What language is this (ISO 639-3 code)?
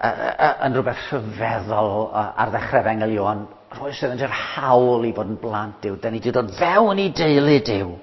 cym